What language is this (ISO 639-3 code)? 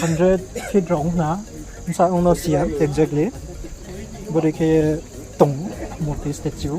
ria